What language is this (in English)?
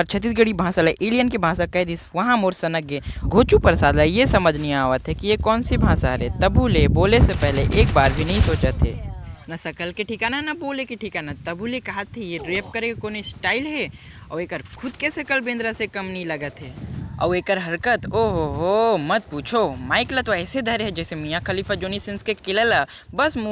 Chhattisgarhi